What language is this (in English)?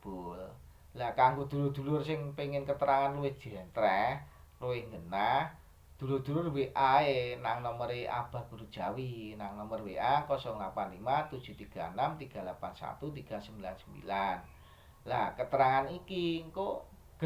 Javanese